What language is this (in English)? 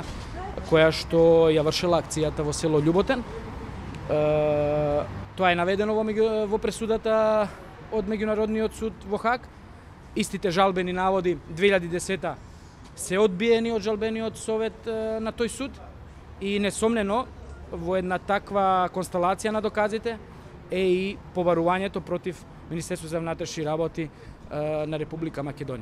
Macedonian